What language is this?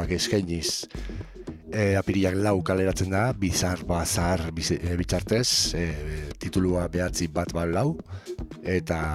Basque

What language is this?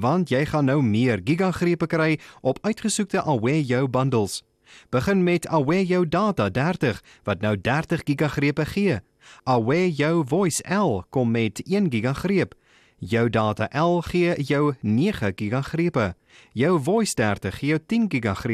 Afrikaans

